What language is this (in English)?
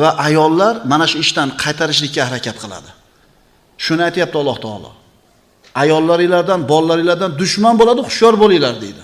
Uzbek